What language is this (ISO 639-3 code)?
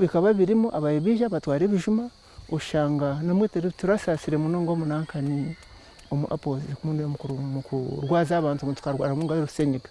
nyn